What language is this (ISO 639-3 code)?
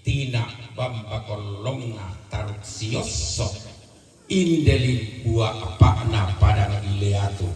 sda